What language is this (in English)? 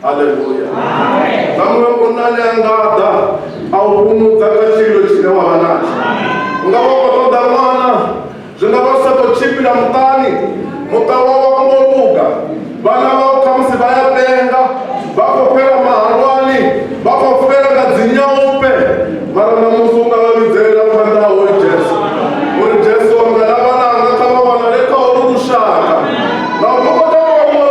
Venda